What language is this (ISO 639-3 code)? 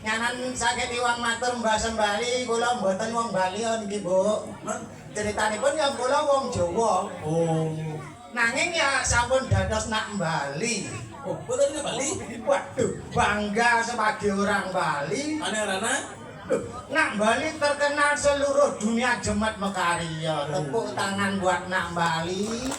ban